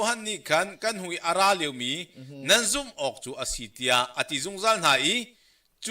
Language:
Hakha Chin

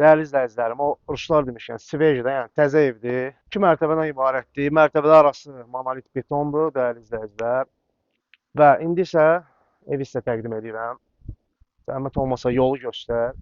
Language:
Azerbaijani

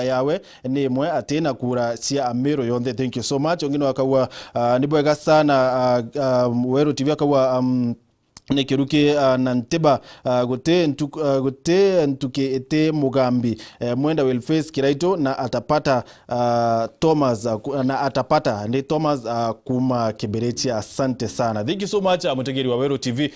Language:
Meru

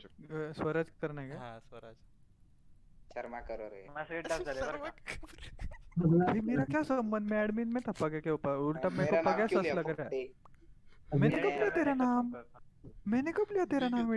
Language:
Marathi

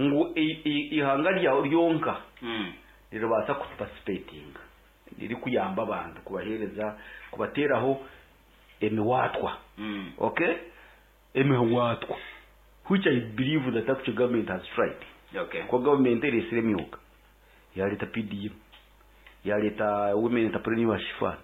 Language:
Nyankole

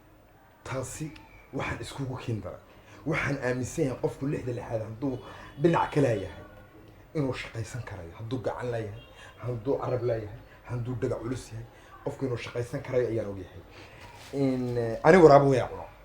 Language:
Somali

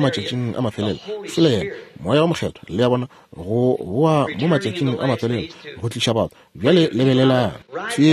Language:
Northern Sotho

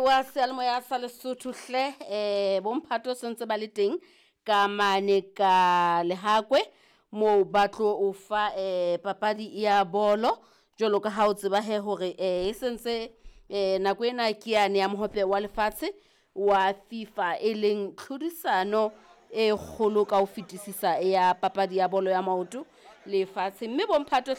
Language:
Southern Sotho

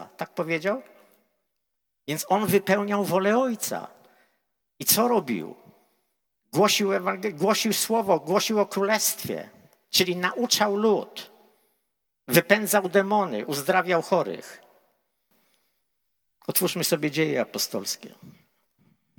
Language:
Polish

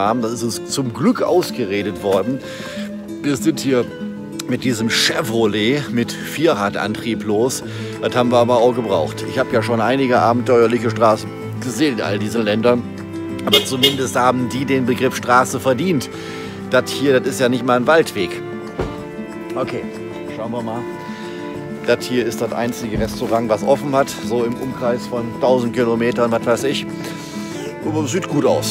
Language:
German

